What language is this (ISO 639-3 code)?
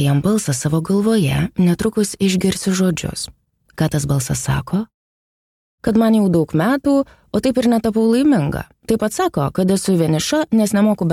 lit